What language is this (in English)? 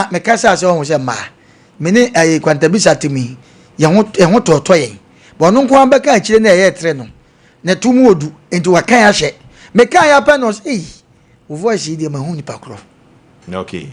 Akan